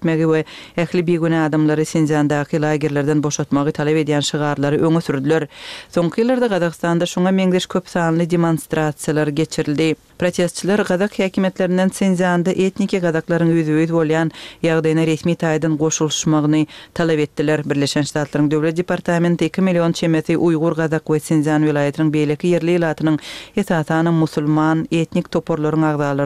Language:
Turkmen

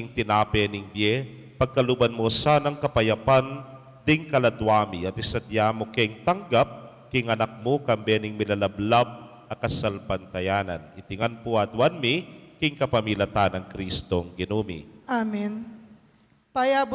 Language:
Pampanga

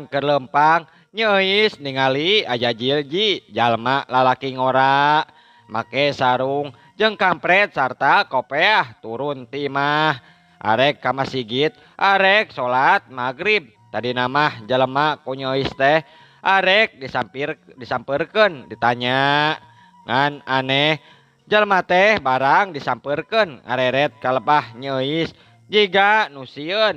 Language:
Sundanese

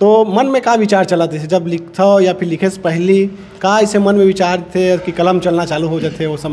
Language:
Chhattisgarhi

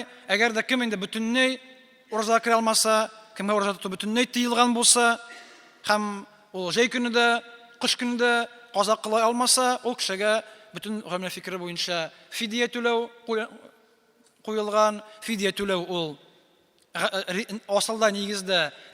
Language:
Tatar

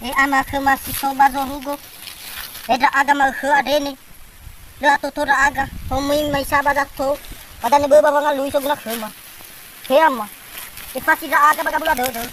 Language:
Nias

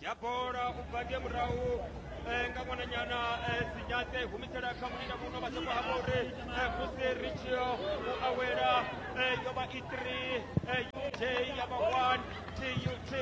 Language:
Venda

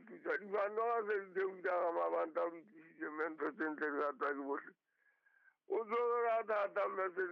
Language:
Southern Sotho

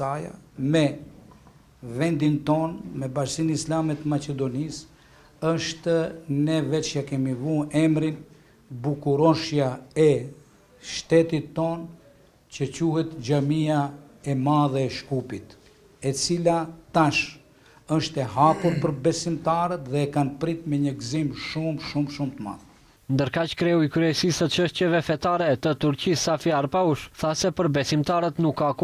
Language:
Albanian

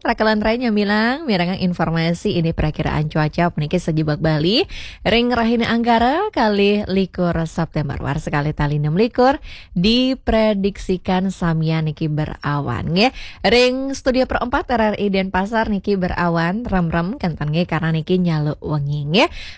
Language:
Balinese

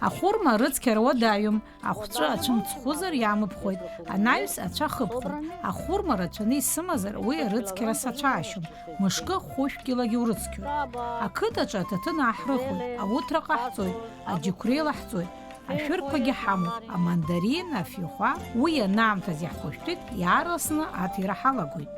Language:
Abkhazian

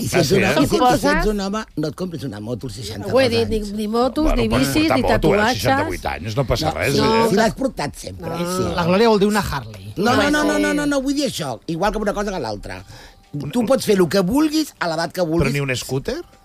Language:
Catalan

